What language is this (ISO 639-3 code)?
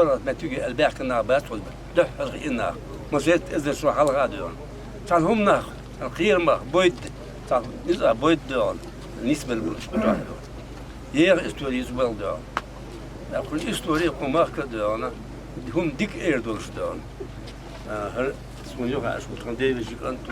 che